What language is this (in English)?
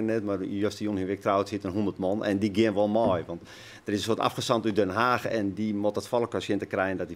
Western Frisian